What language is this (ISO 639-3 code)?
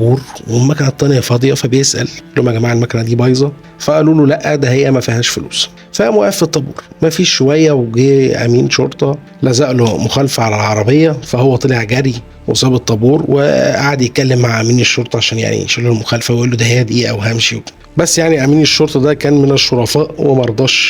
arz